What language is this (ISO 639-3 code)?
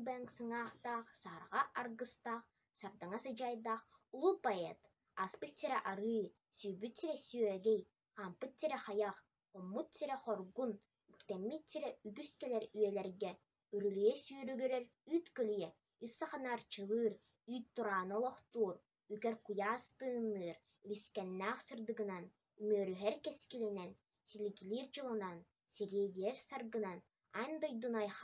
sah